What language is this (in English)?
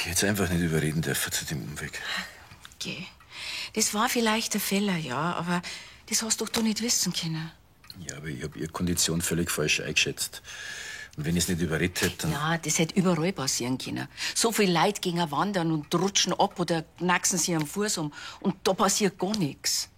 Bavarian